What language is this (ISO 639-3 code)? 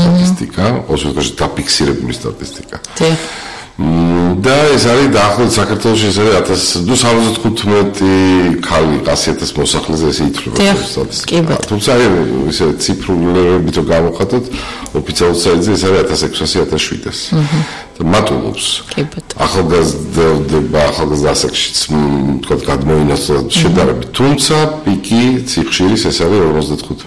kat